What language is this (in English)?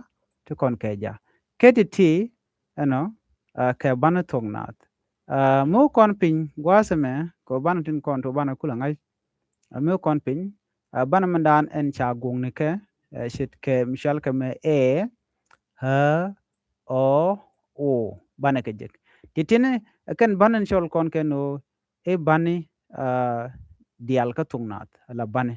Nuer